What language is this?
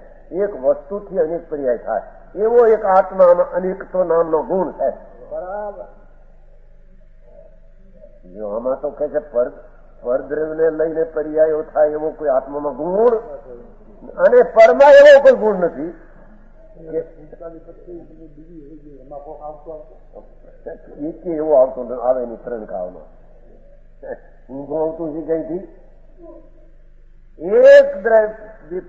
Gujarati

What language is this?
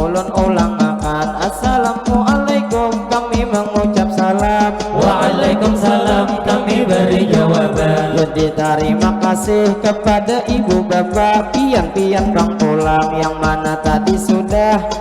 Banjar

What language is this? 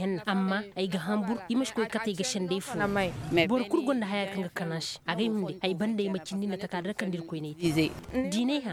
Koyraboro Senni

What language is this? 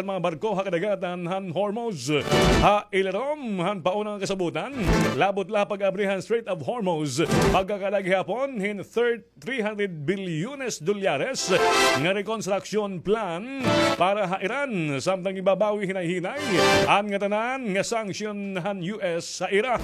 Waray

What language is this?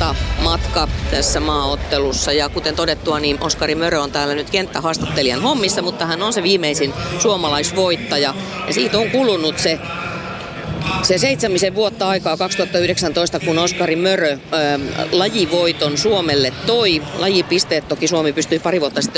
Finnish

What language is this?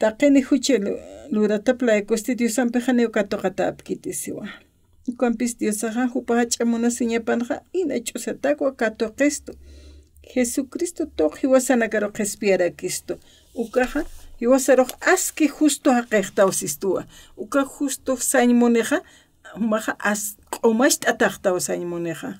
Aymara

